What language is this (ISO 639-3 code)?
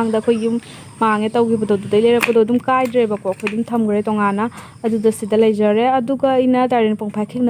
mni